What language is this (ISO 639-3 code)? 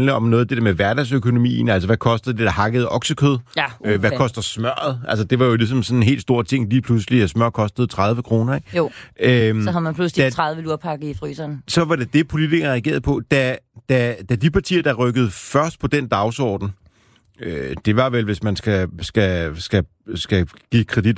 dan